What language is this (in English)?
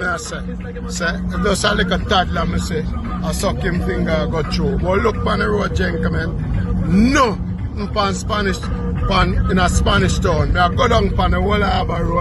Jamaican Creole English